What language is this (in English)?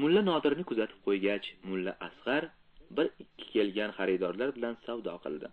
Uzbek